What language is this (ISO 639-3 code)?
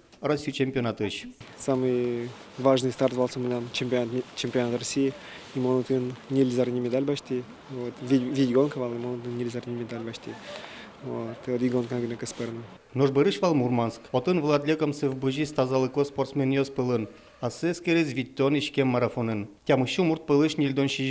udm